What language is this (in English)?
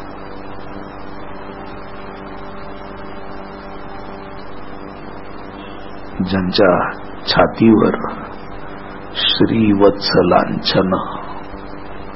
Marathi